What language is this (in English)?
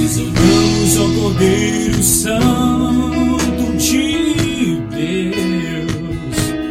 Portuguese